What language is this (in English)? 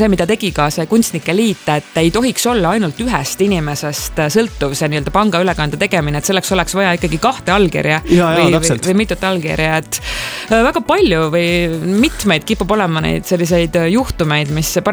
Estonian